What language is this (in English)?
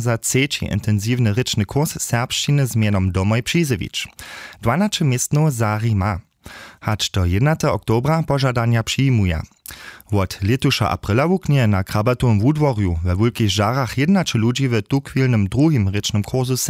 Upper Sorbian